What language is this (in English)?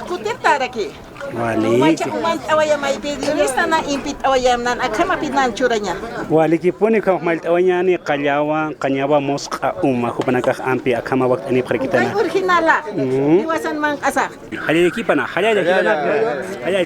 Aymara